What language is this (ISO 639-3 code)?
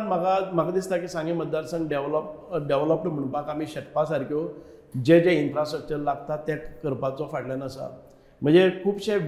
kok